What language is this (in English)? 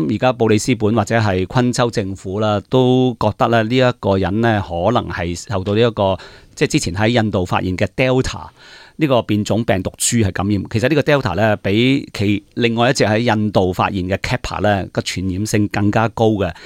Cantonese